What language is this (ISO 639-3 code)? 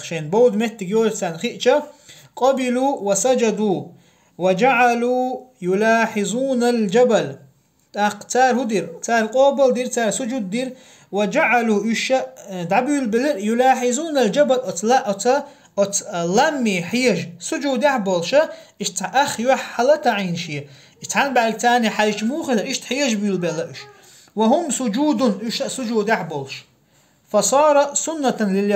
che